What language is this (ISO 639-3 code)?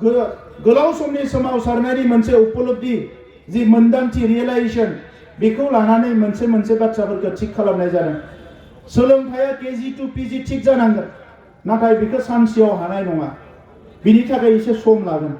brx